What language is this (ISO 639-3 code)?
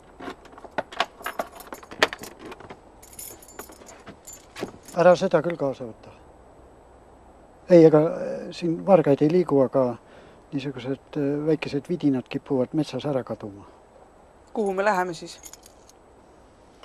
est